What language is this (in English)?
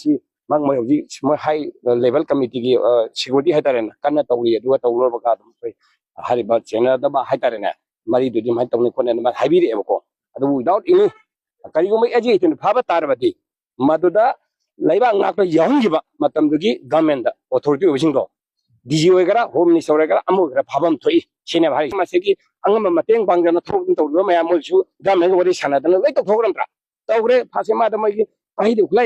Manipuri